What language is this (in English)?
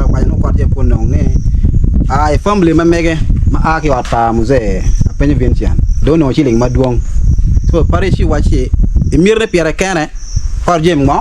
Acoli